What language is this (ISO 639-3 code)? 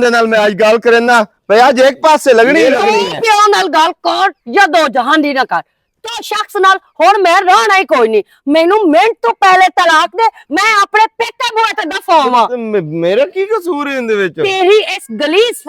lah